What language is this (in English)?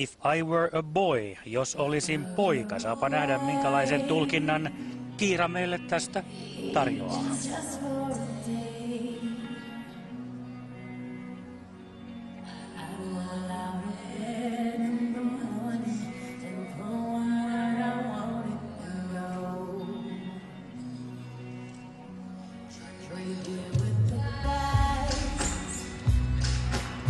Finnish